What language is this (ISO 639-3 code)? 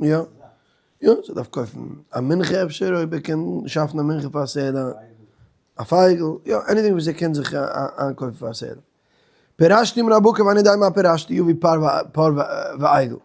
yid